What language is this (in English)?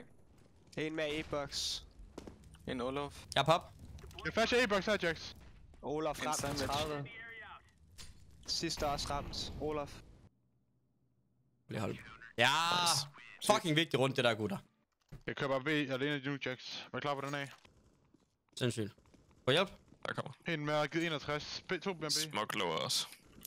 Danish